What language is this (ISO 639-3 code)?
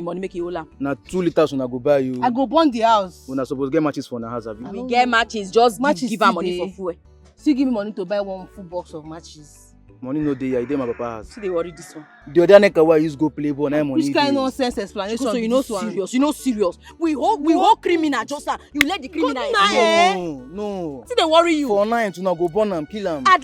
pcm